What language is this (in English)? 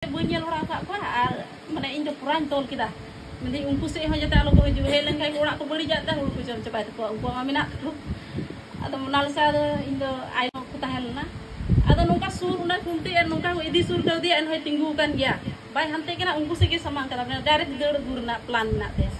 Santali